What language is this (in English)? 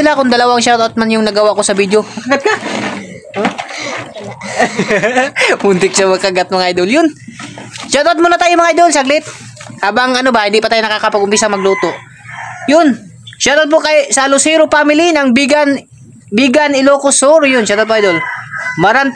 Filipino